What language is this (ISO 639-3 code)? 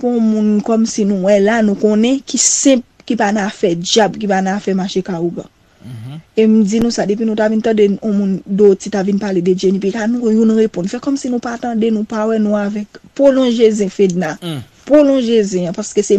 hat